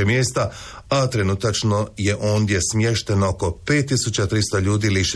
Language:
Croatian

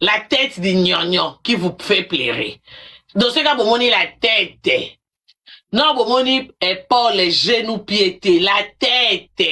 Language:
Lingala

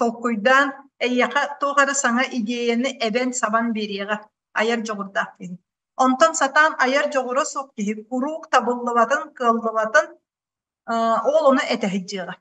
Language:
Yakut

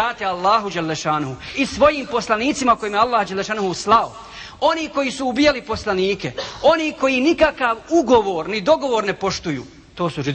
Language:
Bosnian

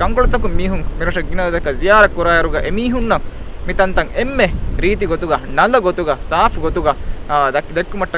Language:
Divehi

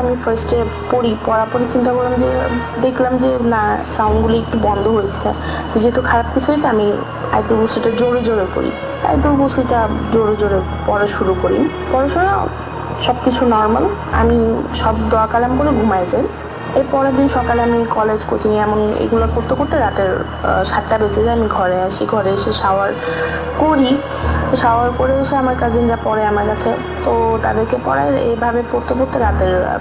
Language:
Bangla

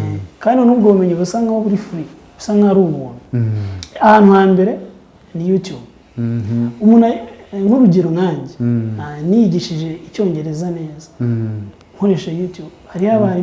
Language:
Kinyarwanda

